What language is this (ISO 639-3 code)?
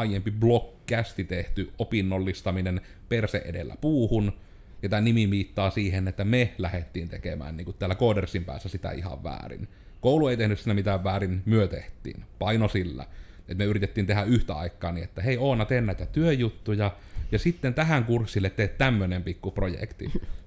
fin